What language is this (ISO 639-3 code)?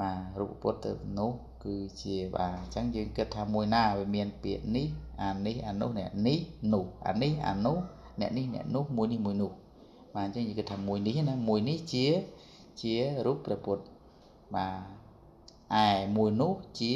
khm